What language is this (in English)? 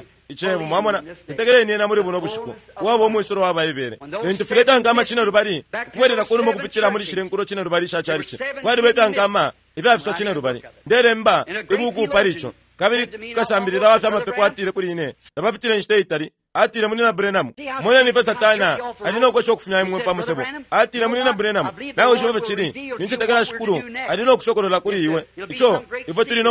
Bemba